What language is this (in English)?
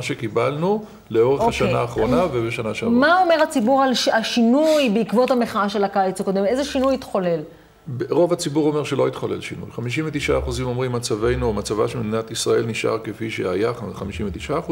Hebrew